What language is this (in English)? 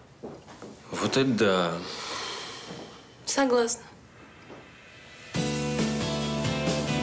Russian